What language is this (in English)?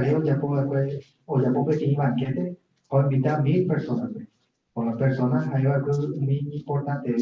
Guarani